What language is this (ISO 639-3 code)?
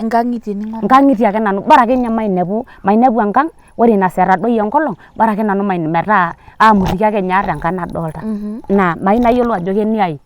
mas